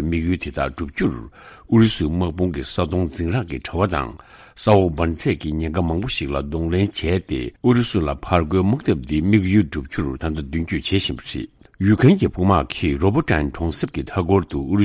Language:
Tibetan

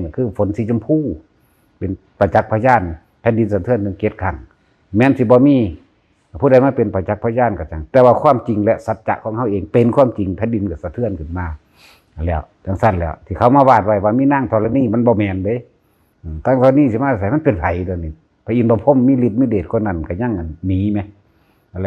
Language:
Northeastern Thai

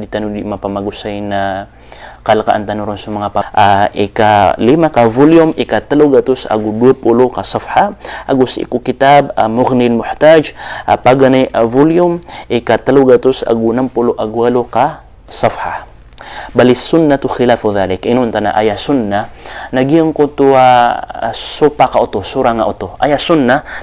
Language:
Maranao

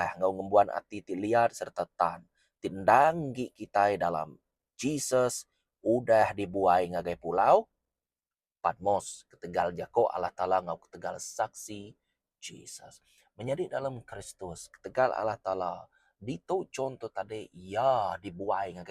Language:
Iban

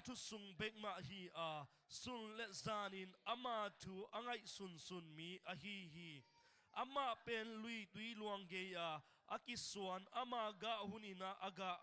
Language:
Tedim Chin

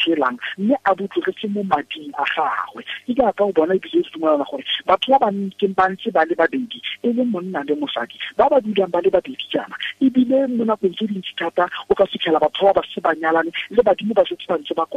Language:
Tswana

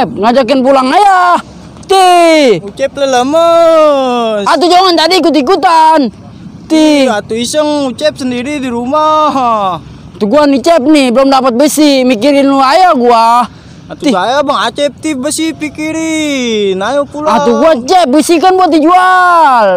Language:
Betawi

